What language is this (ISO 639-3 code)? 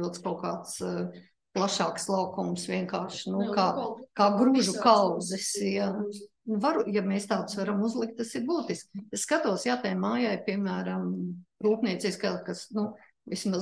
lav